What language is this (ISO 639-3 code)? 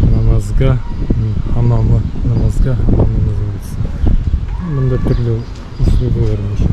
bak